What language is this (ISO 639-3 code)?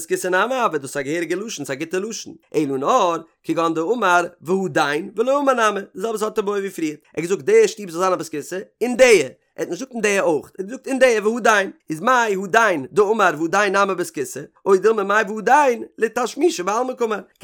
yid